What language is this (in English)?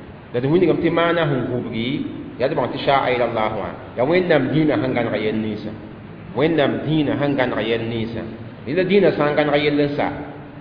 Mossi